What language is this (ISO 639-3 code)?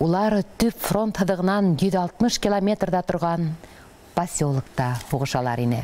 bak